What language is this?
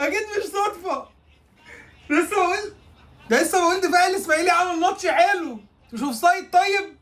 Egyptian Arabic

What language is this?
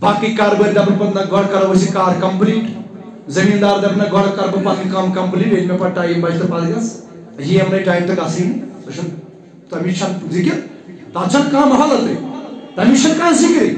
Kashmiri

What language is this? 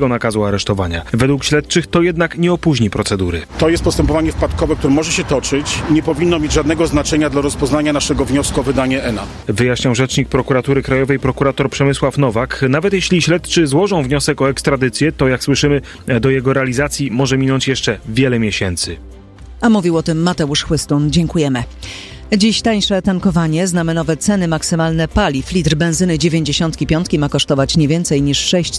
Polish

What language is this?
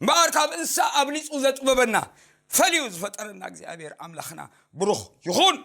Tigrinya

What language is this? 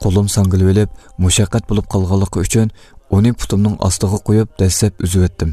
Uyghur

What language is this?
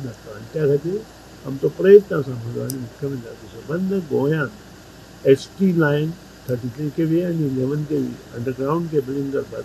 Konkani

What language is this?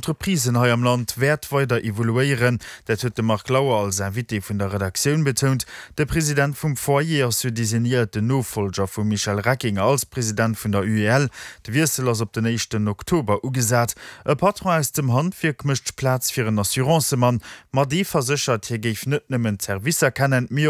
Luxembourgish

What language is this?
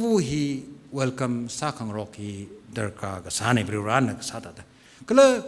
Tangkhul Naga (India)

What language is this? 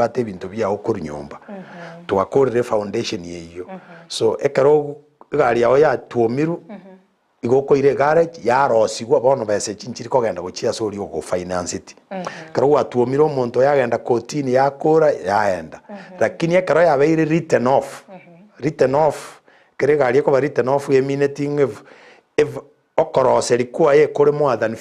Gusii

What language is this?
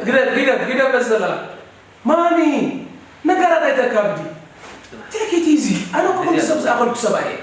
Tigrinya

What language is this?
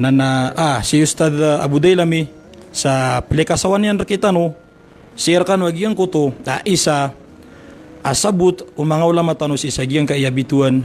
Maranao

